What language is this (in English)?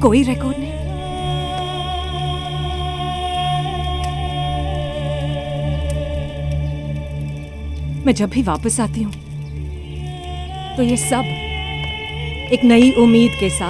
Hindi